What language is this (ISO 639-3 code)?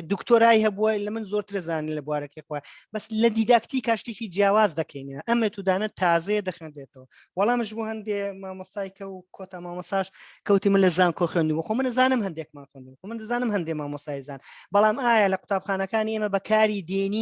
ckb